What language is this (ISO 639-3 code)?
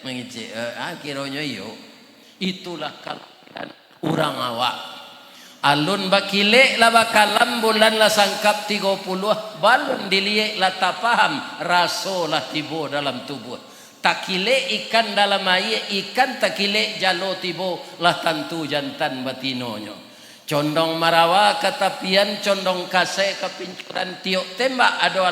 min